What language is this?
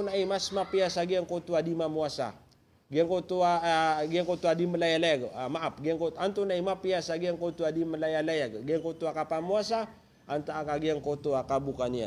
Maranao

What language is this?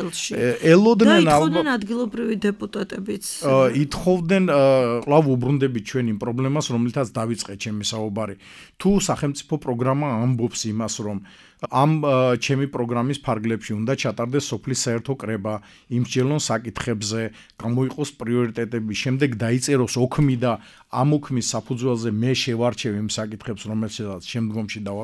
Georgian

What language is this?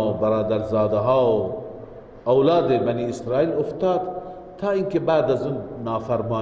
Persian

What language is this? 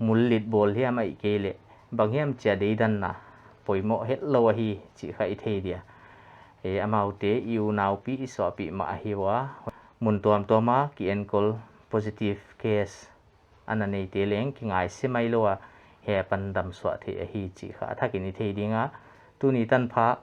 Paite Chin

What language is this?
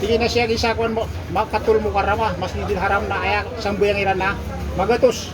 Maranao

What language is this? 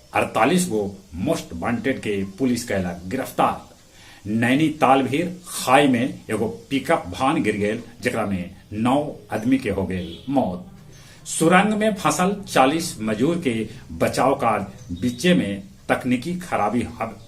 Magahi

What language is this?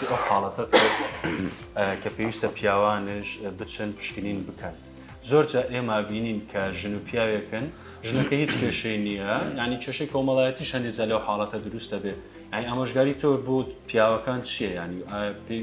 Central Kurdish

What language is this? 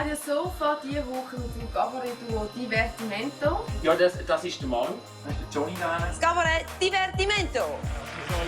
Swiss German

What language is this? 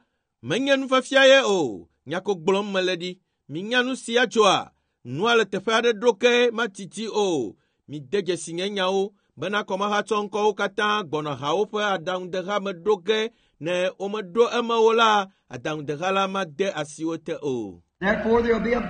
Ewe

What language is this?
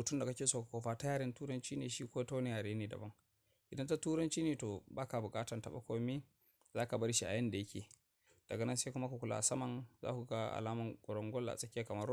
Hausa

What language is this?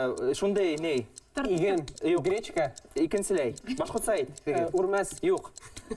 Bashkir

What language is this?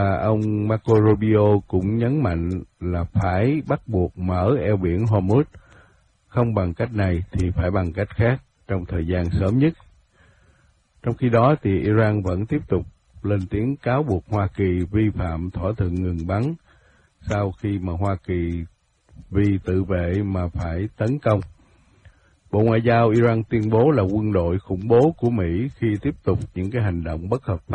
Vietnamese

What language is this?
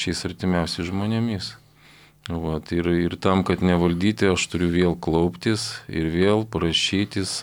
Lithuanian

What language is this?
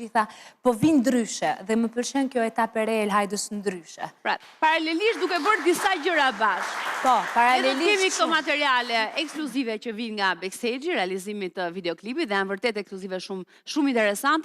Albanian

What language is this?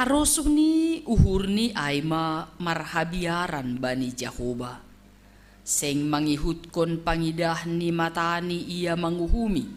Batak Simalungun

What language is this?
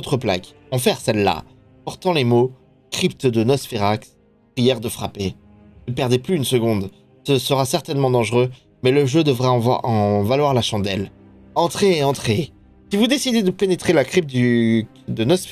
French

